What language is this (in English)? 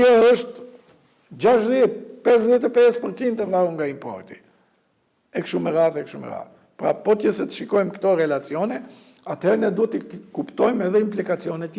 Albanian